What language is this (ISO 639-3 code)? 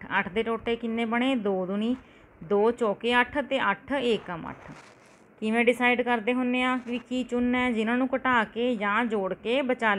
pan